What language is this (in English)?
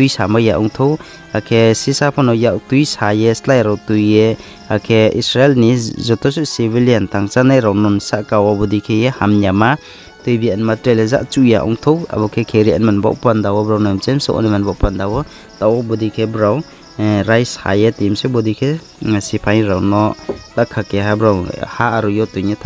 Riang (India)